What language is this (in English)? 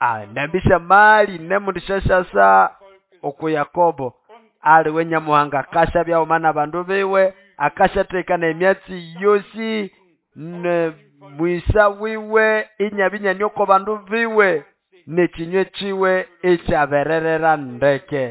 Nande